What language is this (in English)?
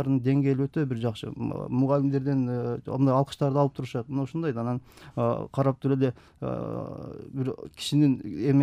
Kyrgyz